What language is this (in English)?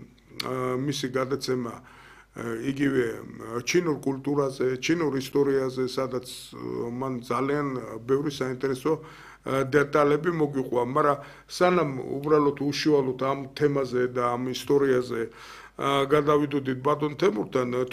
Georgian